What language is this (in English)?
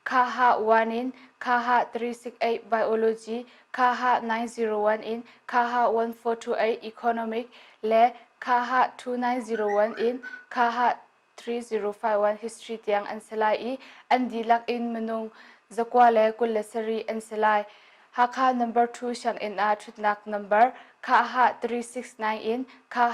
Hakha Chin